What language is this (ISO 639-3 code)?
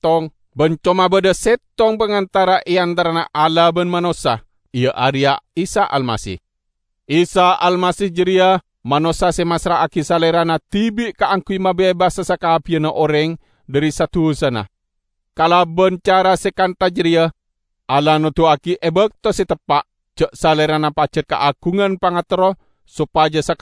mad